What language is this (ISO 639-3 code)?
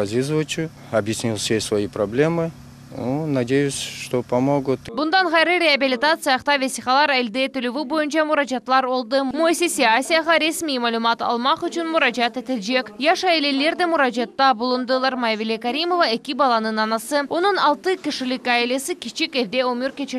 crh